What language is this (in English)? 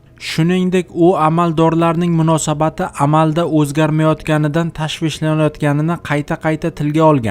Uzbek